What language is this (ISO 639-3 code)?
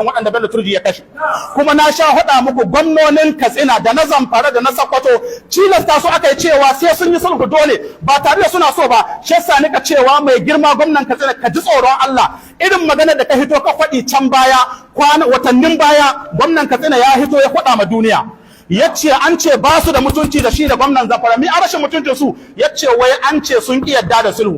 hau